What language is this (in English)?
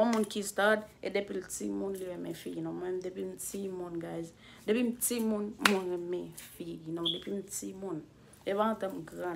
Haitian Creole